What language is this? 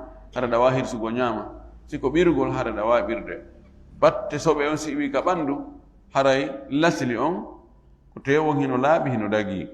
Fula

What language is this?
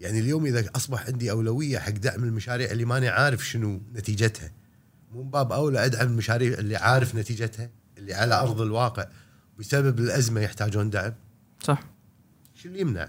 Gulf Arabic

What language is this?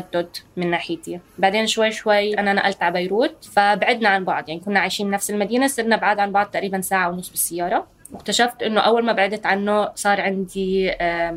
North Levantine Arabic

